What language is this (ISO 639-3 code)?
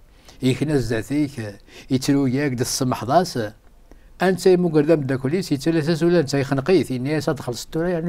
kab